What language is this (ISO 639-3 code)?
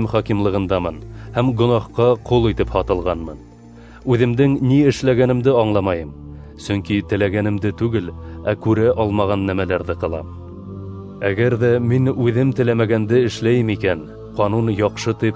bak